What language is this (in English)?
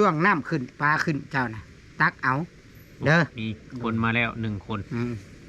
Northeastern Thai